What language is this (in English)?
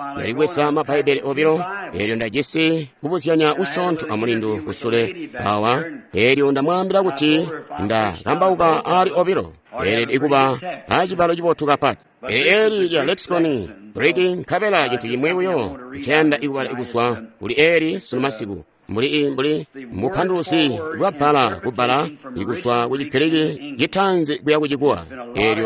Tonga (Zambia)